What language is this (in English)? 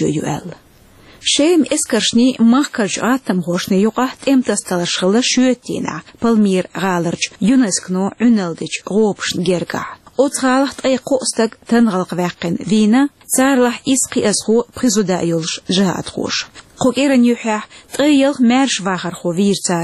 Chechen